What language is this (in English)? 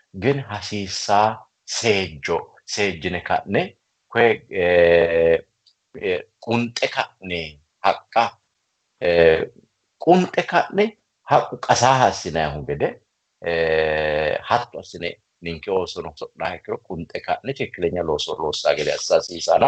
Sidamo